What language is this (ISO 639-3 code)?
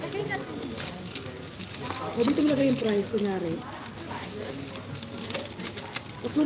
fil